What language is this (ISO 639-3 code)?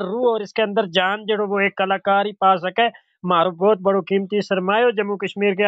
gju